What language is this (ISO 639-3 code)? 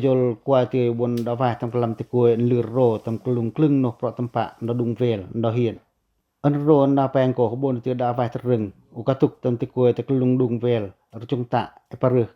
pac